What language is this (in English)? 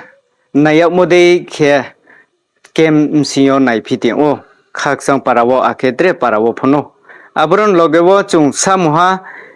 Riang (India)